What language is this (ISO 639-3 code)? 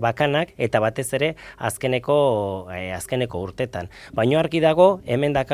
eus